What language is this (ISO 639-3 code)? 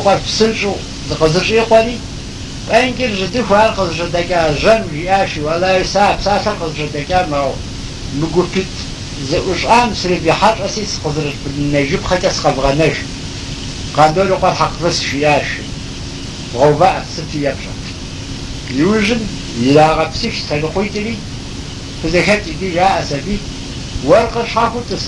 kbd